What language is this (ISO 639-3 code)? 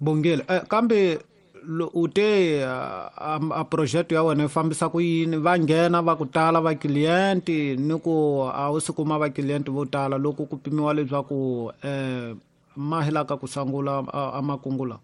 tso